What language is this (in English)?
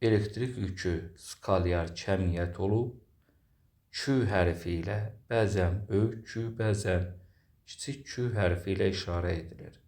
Azerbaijani